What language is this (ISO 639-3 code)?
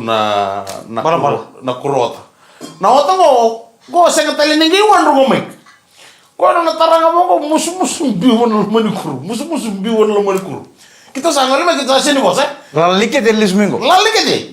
fij